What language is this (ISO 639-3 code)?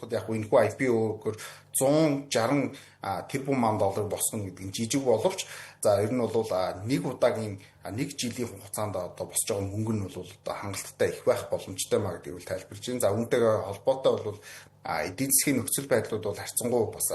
mon